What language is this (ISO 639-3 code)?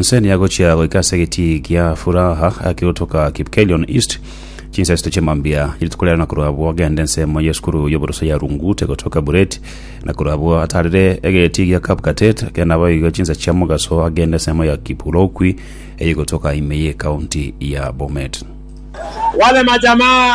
guz